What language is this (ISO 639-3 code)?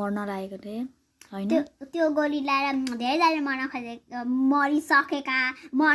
nep